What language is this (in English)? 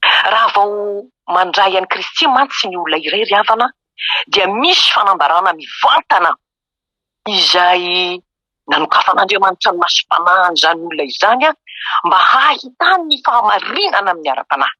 Malagasy